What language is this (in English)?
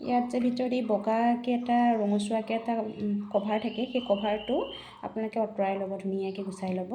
Assamese